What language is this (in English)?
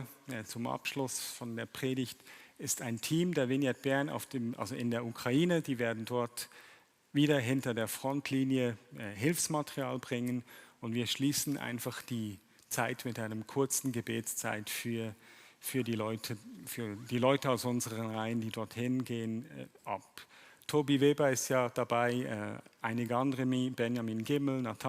Swiss German